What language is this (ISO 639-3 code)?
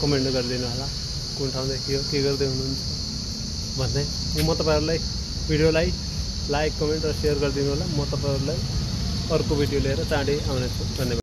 nep